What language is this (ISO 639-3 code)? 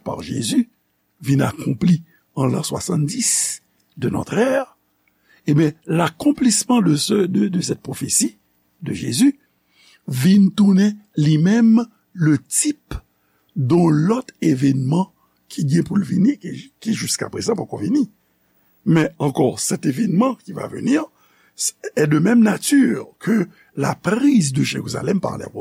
hat